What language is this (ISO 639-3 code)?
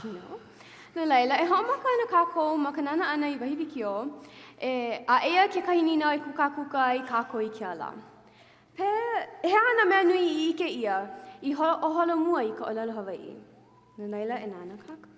haw